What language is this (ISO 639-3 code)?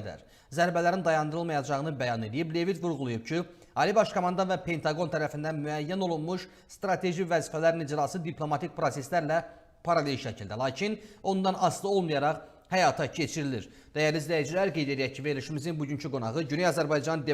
aze